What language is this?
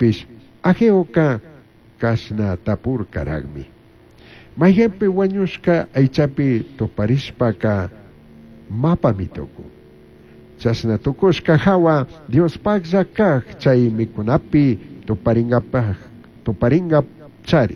Chimborazo Highland Quichua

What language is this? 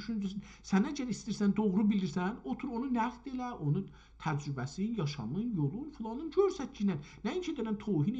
South Azerbaijani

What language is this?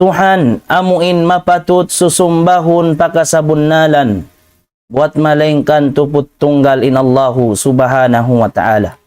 Tausug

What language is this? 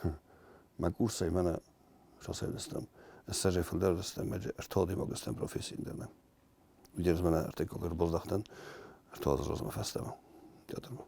Ossetic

